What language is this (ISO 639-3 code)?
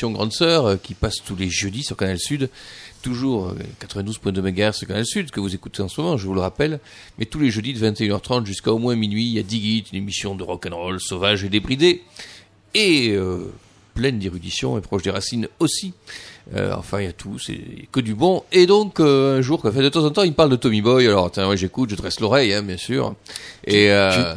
fra